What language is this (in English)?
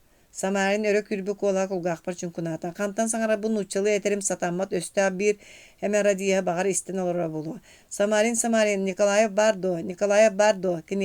Yakut